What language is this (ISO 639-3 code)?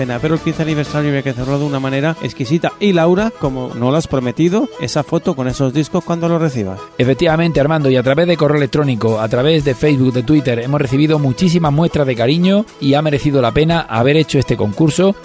spa